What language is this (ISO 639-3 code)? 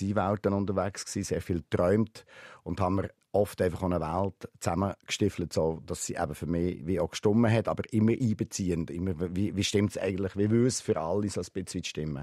gsw